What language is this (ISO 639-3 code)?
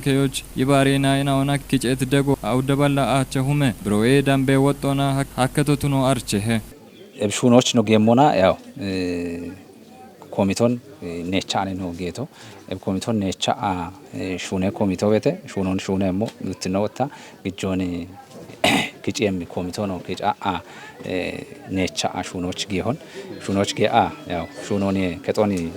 kbr